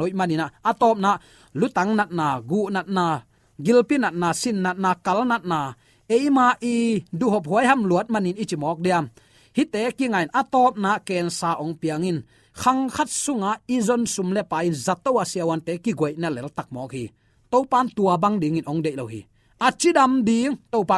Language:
Tedim Chin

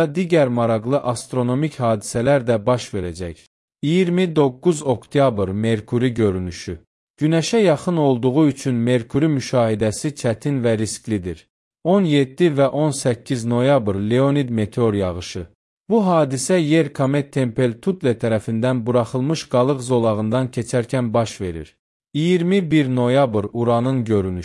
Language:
Azerbaijani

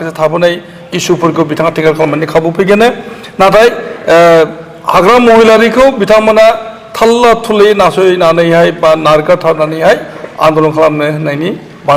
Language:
Bodo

